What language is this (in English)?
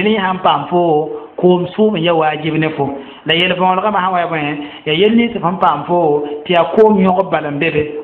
Mossi